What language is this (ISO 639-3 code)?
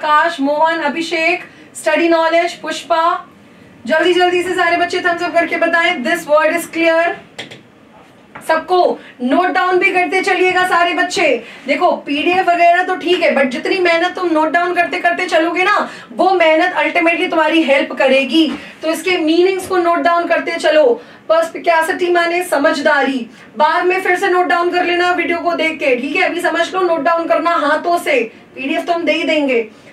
hin